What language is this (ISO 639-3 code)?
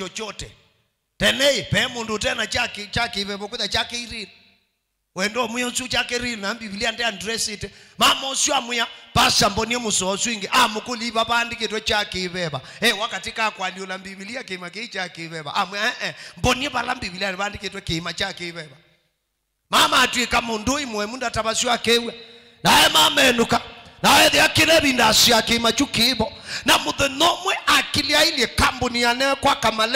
kam